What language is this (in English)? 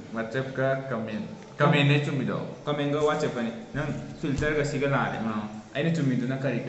Manipuri